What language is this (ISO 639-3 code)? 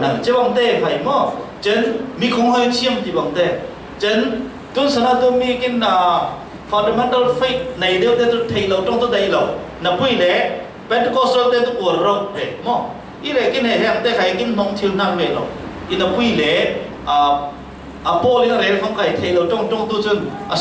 cfm